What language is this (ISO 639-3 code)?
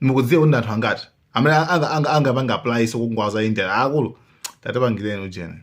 nya